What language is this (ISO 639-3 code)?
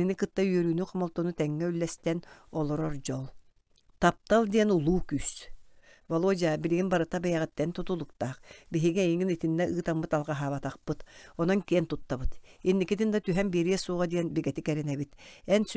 sah